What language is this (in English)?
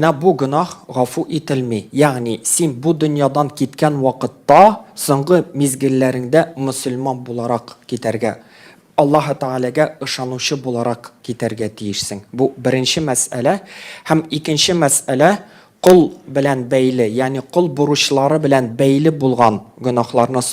Tatar